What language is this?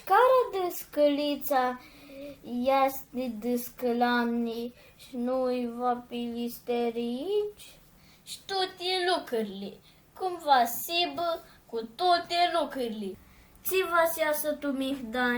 Aromanian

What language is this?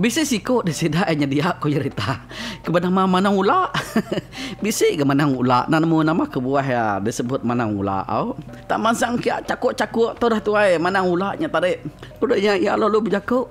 Iban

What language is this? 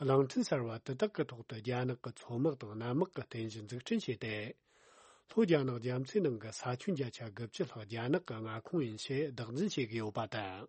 Tibetan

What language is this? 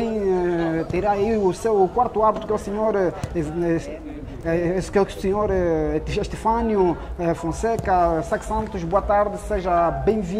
Portuguese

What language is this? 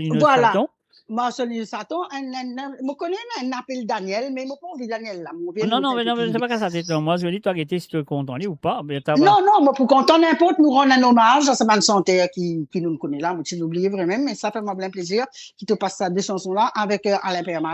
Morisyen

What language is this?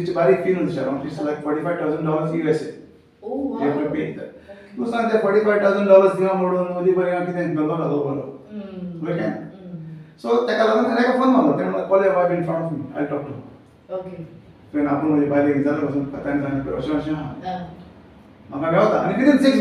Konkani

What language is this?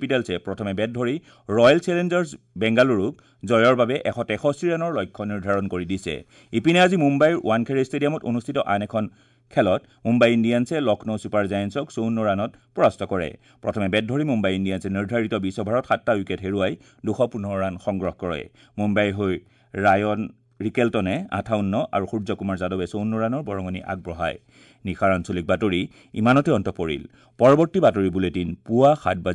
Assamese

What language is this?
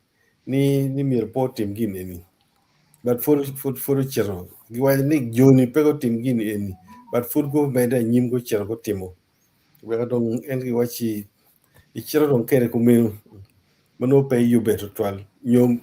Acoli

